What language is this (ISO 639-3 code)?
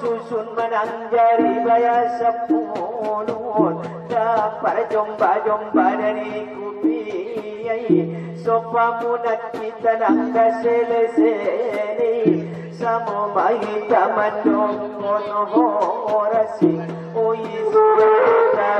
akb